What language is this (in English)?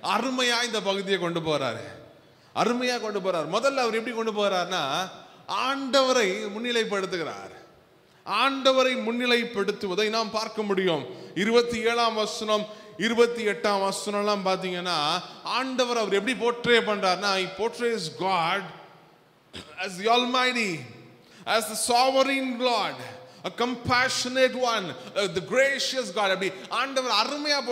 Tamil